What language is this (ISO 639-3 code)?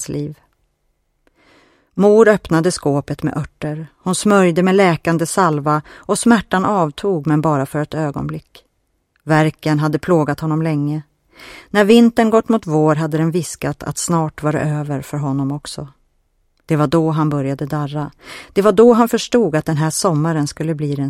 swe